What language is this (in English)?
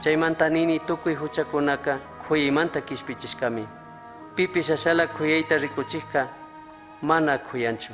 Chimborazo Highland Quichua